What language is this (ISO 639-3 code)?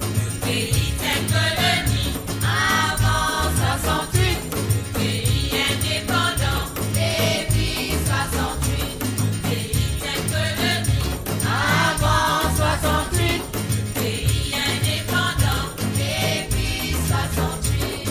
mfe